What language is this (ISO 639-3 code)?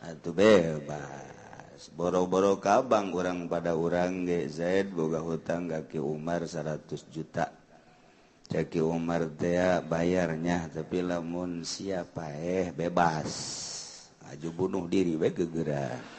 sun